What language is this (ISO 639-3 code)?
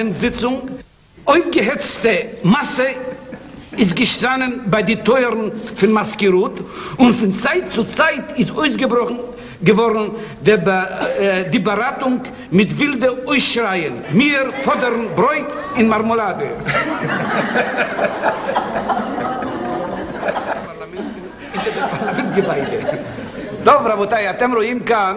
heb